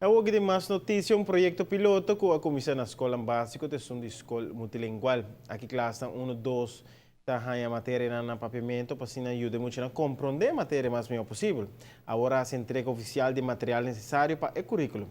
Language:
Papiamento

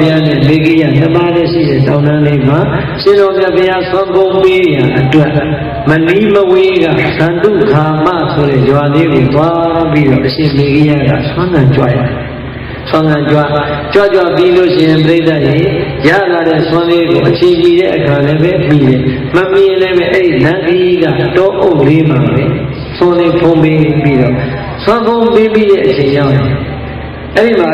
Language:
Burmese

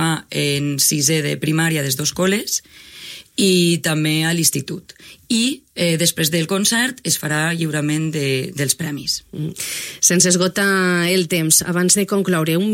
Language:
Catalan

